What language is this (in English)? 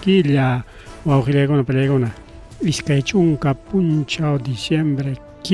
Ayacucho Quechua